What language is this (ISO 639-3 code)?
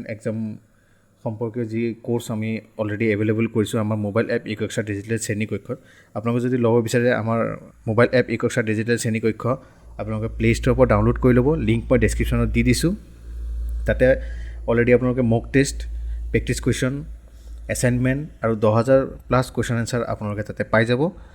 asm